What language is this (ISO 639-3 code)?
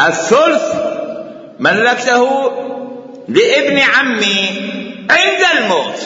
acm